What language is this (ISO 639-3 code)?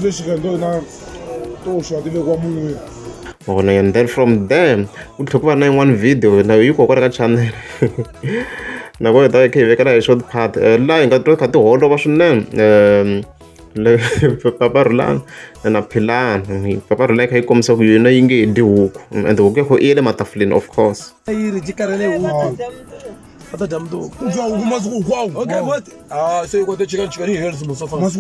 tso